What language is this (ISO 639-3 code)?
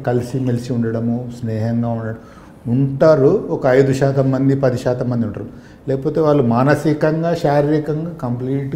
tel